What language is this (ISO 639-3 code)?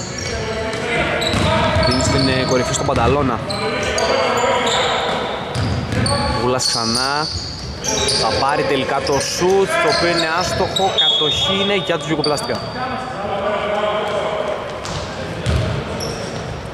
ell